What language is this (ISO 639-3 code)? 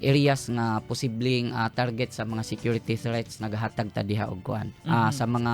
ceb